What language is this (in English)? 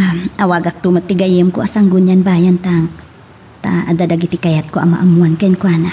Iloko